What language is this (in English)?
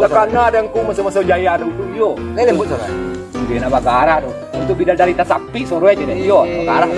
Minangkabau